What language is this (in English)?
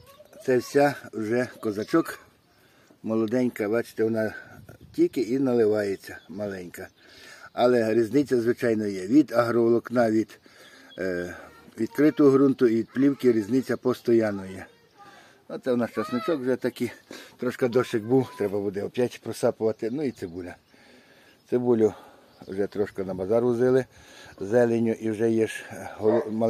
Ukrainian